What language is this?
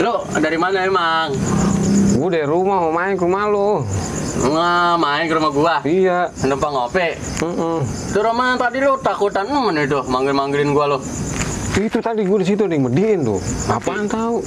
Betawi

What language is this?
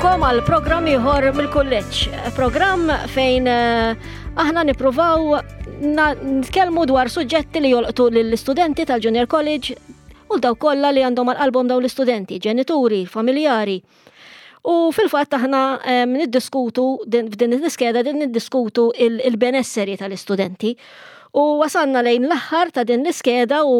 Maltese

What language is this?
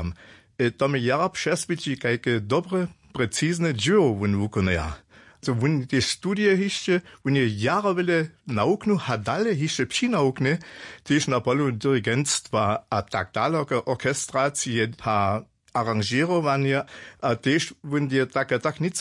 Upper Sorbian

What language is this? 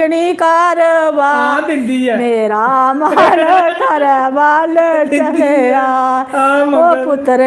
Dogri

